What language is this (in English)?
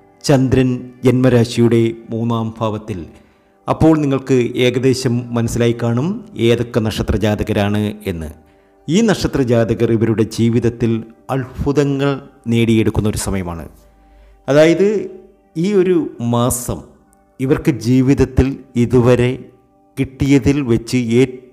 Malayalam